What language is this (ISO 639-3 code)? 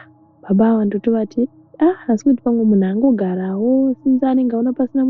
sna